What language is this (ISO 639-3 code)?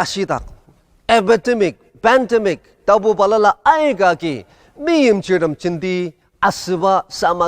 njo